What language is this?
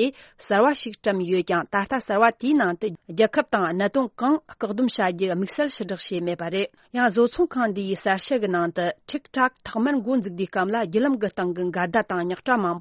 Tibetan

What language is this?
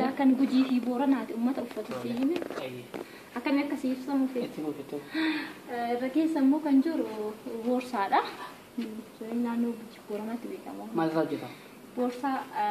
Oromo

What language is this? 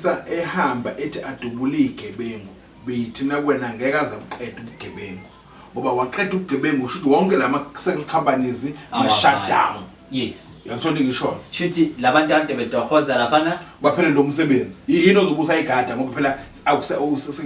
Zulu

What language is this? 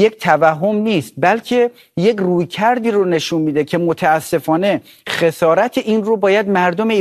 Persian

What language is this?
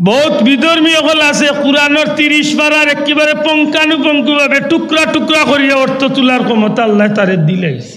Sylheti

